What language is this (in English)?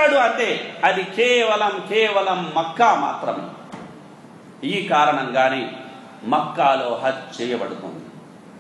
Telugu